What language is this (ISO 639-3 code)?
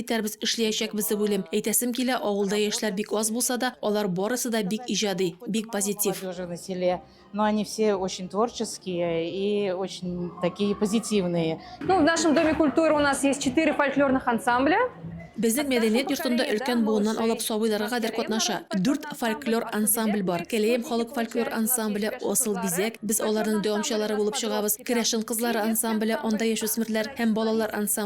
tat